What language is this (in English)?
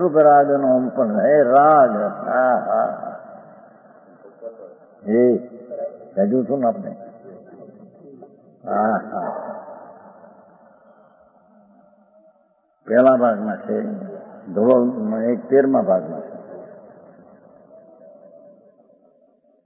Gujarati